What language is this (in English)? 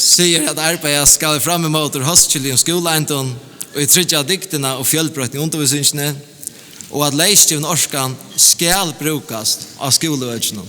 Faroese